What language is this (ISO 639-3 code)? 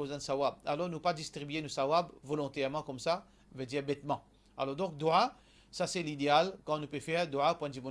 mfe